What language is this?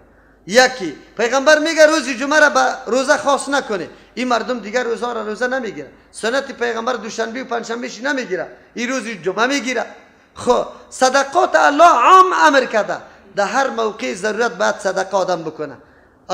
Persian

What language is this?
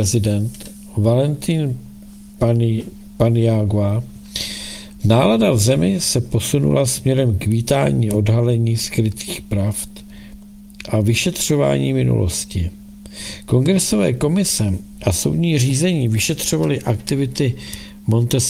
Czech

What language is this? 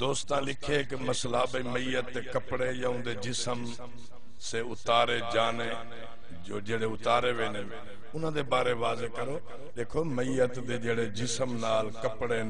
Saraiki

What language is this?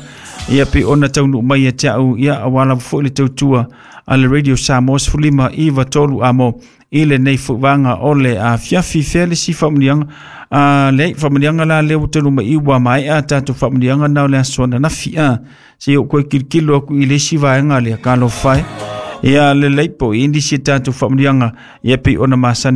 Samoan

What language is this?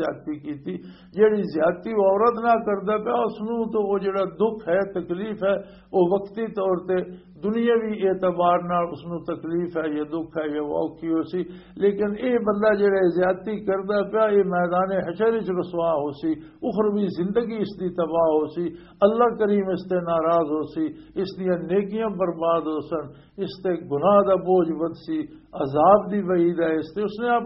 Western Panjabi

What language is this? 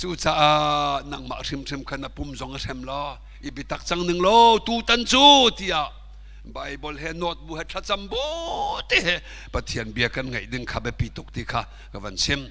Hakha Chin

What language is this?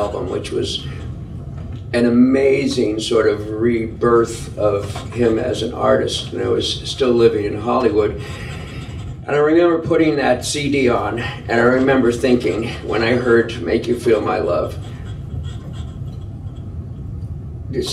English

